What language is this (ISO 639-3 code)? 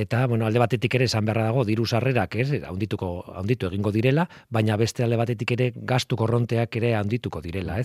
eus